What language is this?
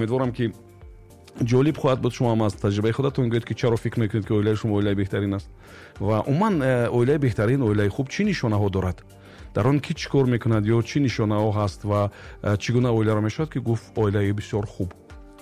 Tajik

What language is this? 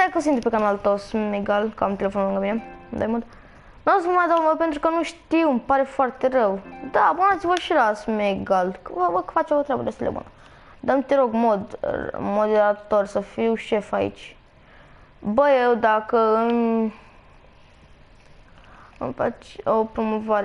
Romanian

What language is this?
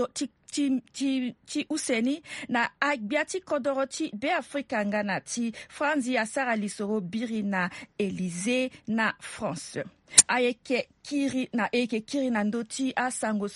Sango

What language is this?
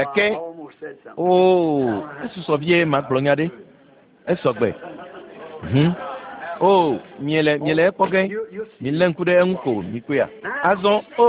Ewe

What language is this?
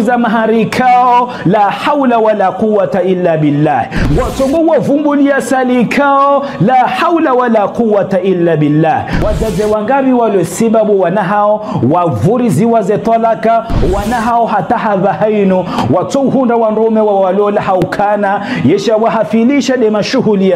Ngazidja Comorian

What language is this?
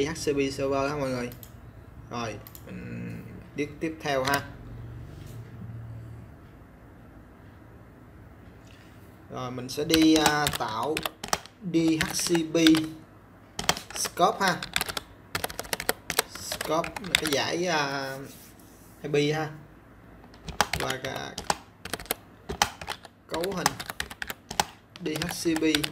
Vietnamese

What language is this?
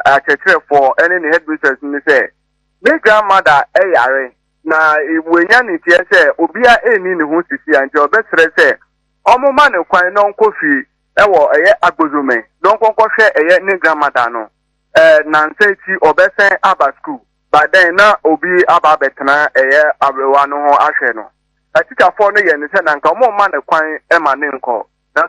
Akan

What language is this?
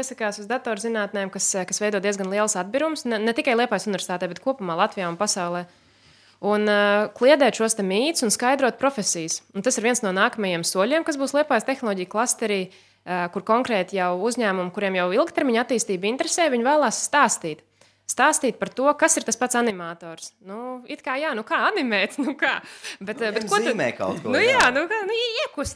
Latvian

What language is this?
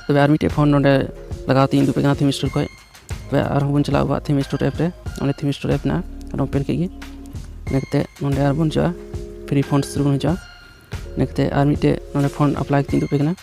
Santali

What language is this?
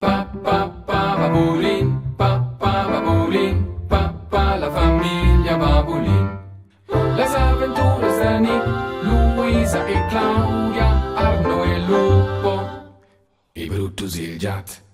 Romansh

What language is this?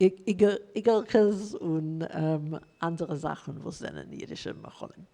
Yiddish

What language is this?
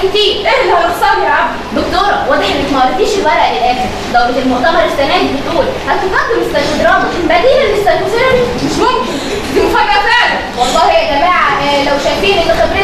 Egyptian Arabic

